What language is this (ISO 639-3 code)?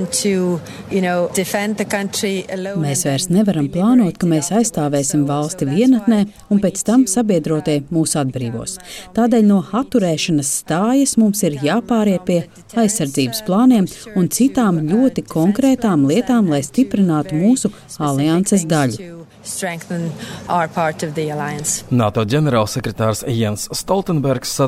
lav